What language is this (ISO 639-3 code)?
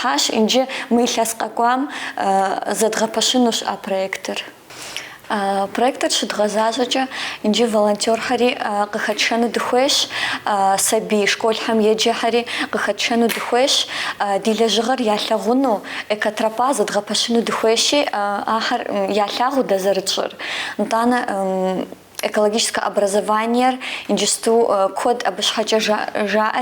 kbd